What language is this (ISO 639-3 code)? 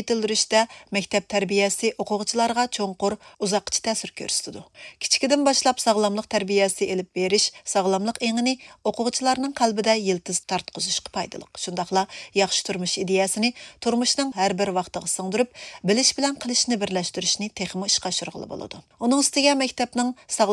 uig